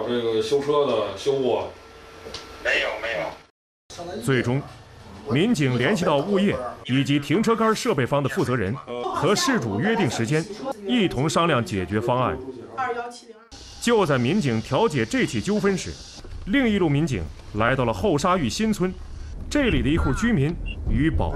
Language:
Chinese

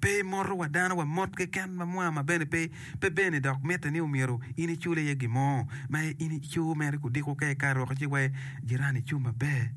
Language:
Acoli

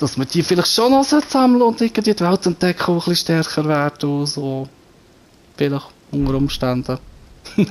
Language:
Swiss German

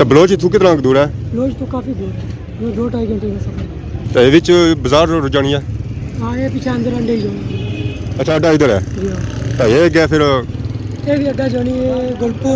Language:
Pahari-Potwari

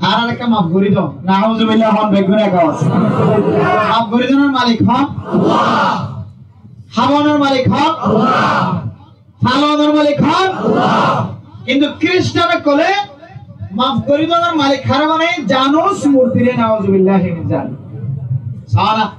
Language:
Rohingya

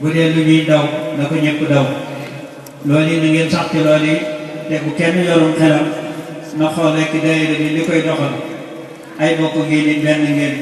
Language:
Wolof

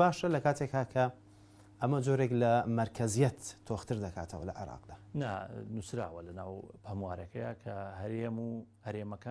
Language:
Central Kurdish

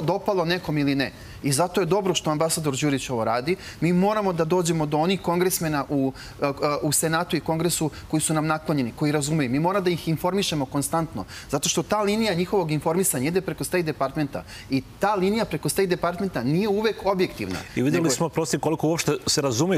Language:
Serbian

